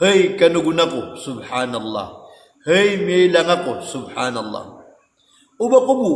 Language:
Maranao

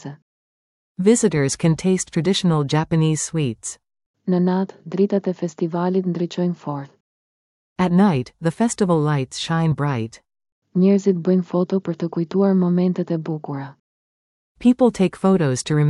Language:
Albanian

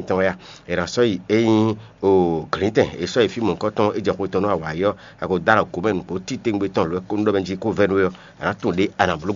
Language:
Fon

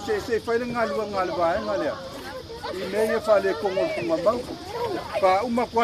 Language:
Samoan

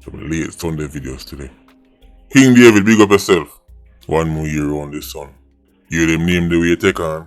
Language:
Jamaican Creole English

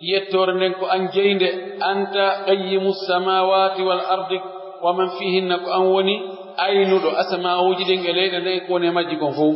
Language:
Pular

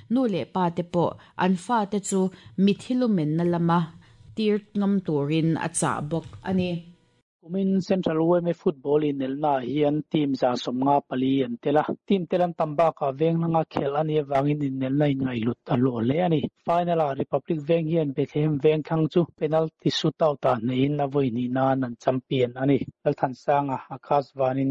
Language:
Mizo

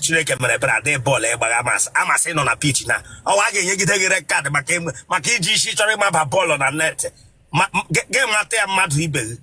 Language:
Igbo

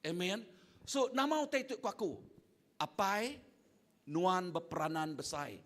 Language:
Iban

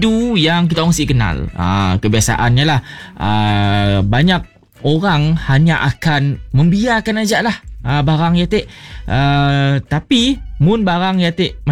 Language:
Malay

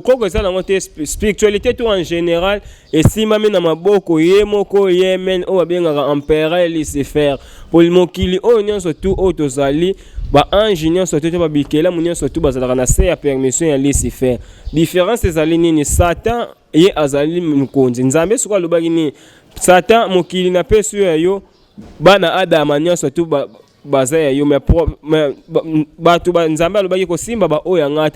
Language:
Lingala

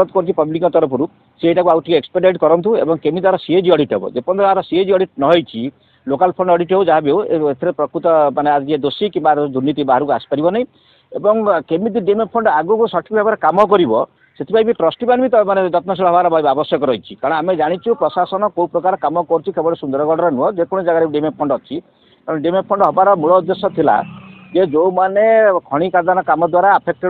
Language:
Odia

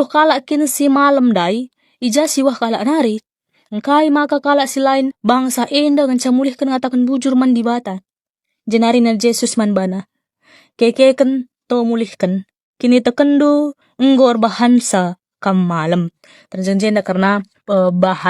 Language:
Batak Karo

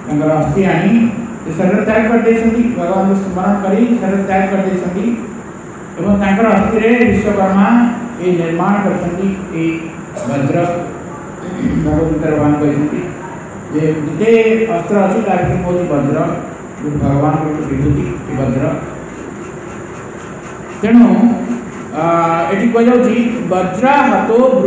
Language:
Odia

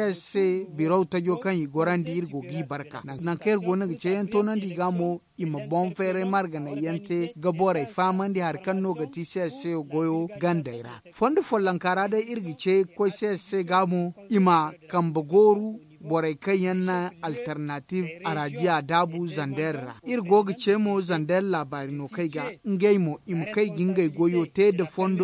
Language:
Zarma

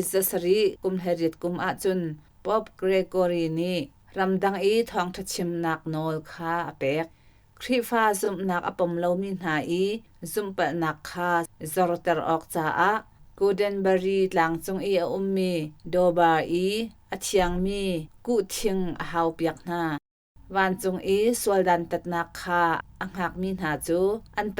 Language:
Hakha Chin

